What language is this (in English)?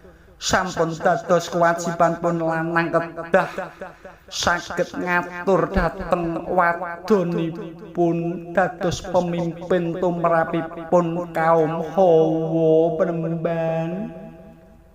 Javanese